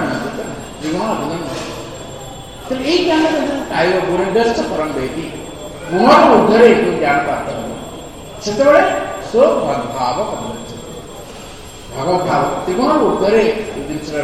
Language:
Odia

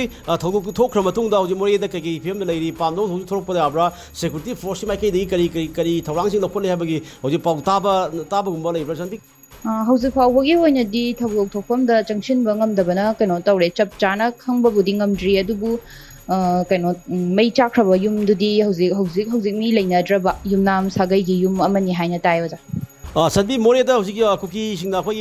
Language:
Manipuri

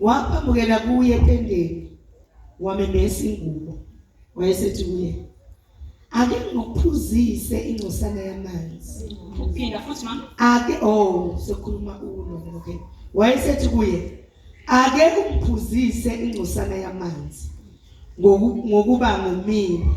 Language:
Zulu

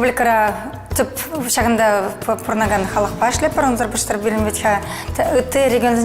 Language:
Chuvash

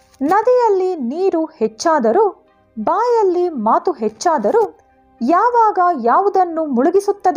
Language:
Kannada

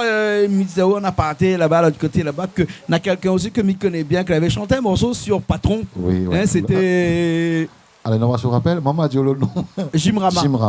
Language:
Réunion Creole French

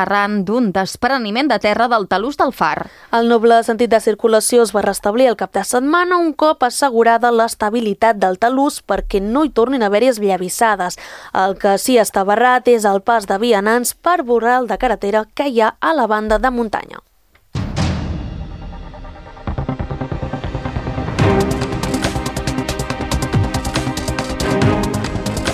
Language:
Catalan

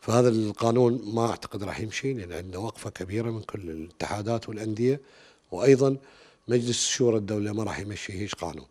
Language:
Mesopotamian Arabic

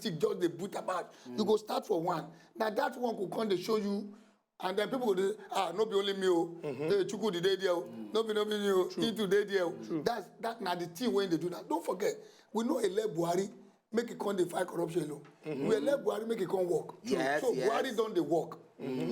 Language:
Nigerian Pidgin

